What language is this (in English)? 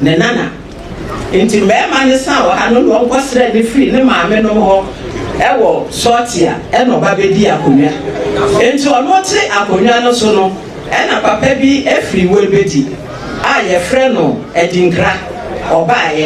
Akan